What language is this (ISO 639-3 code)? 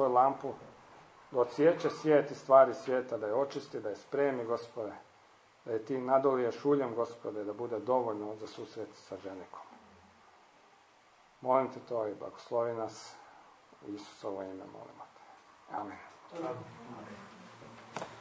hrv